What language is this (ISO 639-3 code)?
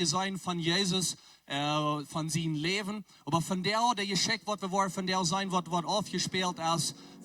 pdt